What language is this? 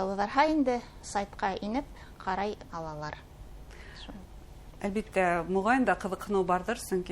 Bashkir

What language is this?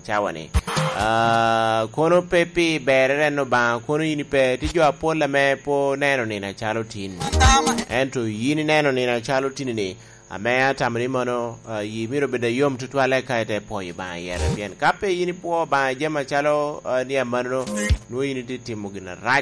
Lango (Uganda)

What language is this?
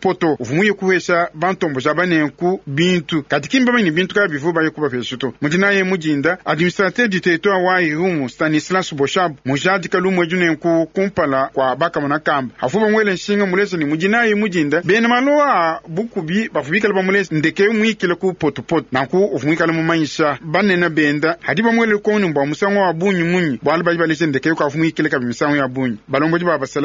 Luba-Lulua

